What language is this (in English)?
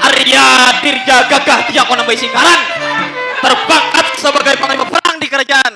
Banjar